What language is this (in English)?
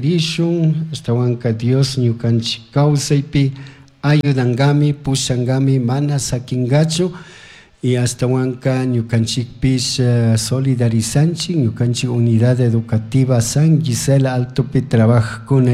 Chimborazo Highland Quichua